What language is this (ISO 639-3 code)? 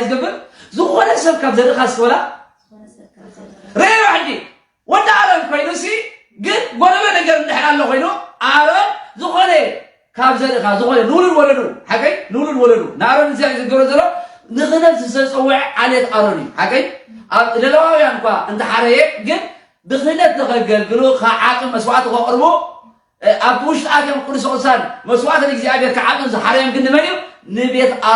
tir